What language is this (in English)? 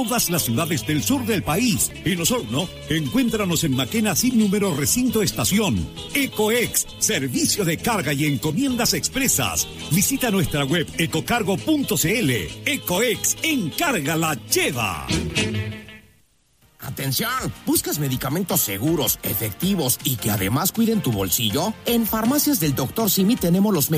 Spanish